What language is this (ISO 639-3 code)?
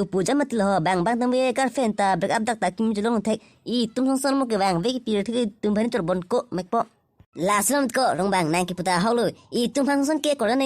mjw